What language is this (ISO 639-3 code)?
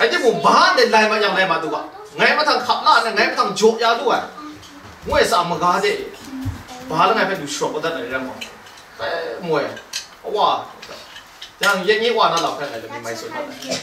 kac